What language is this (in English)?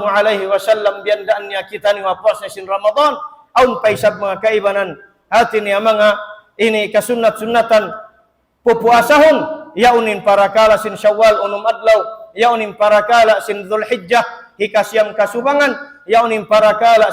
Tausug